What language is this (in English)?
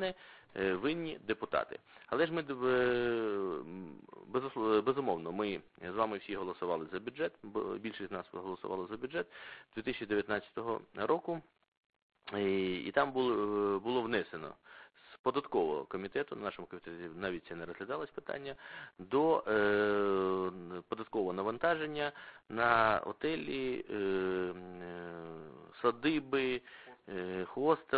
Ukrainian